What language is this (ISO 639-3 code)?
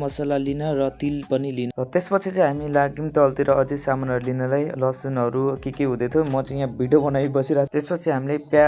nep